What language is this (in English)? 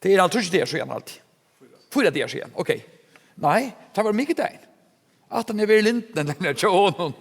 Faroese